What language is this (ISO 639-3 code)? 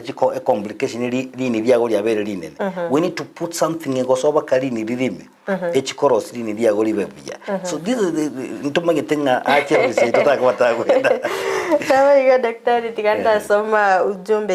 guz